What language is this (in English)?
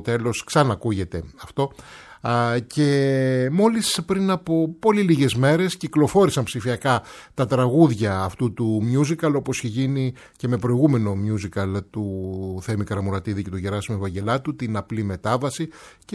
Greek